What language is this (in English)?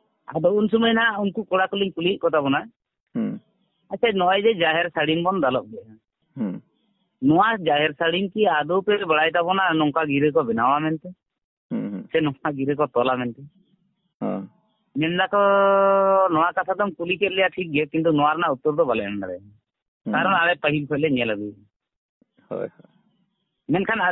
Santali